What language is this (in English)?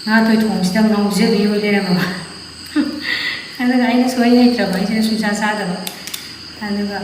Manipuri